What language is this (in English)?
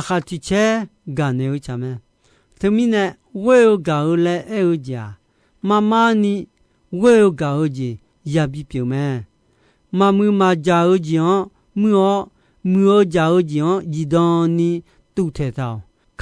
Akha